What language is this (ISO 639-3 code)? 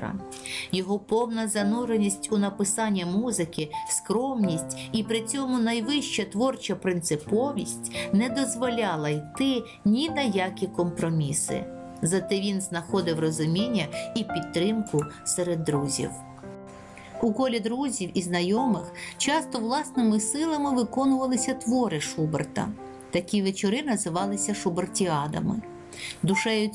ukr